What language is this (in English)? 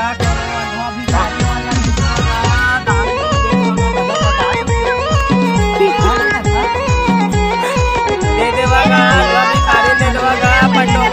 Chhattisgarhi